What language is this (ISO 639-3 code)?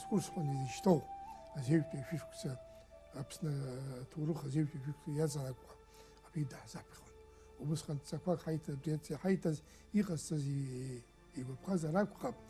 abk